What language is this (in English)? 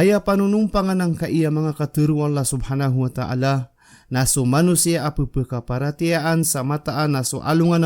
Maranao